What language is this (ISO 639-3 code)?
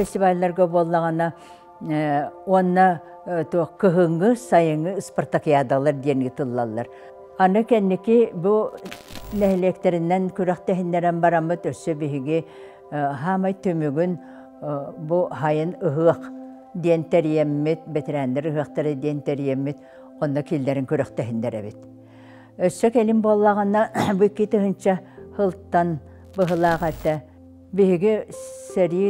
sah